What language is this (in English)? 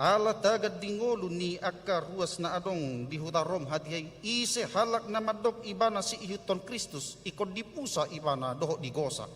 Batak Toba